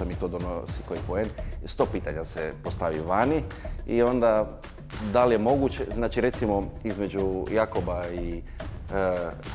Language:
Croatian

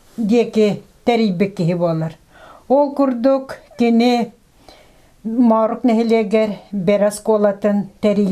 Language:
Yakut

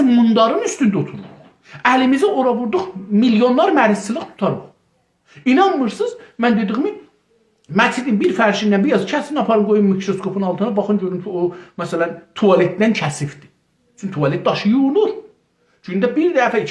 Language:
South Azerbaijani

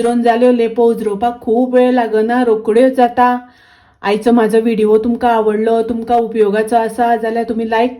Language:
Konkani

